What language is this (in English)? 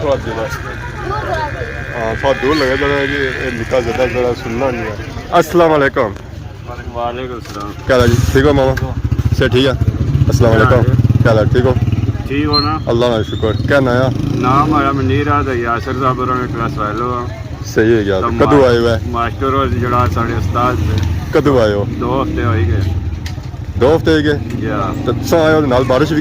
Pahari-Potwari